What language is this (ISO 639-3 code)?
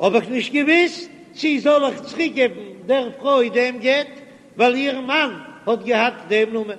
yid